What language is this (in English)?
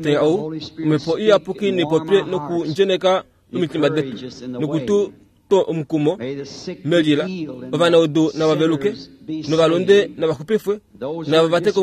Kuanyama